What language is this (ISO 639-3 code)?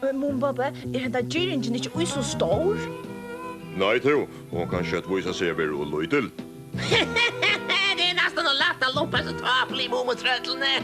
fao